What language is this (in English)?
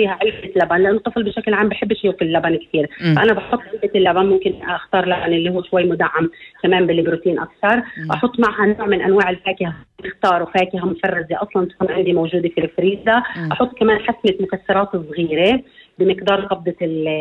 North Levantine Arabic